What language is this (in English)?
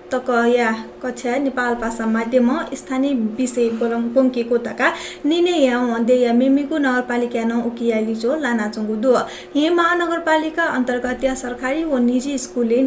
Newari